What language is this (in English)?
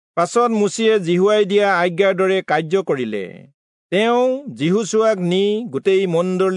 Assamese